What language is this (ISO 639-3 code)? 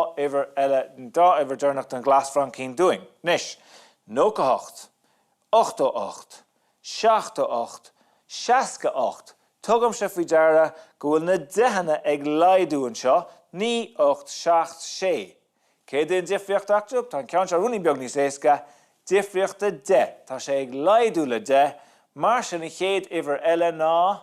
gle